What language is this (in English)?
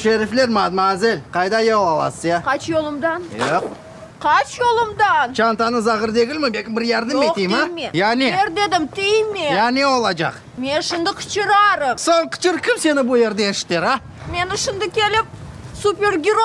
Crimean Tatar